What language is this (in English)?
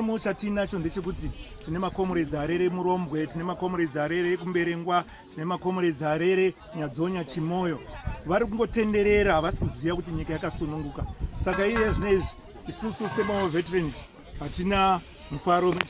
Shona